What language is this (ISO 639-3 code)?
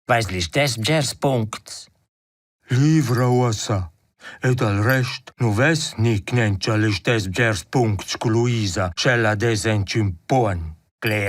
roh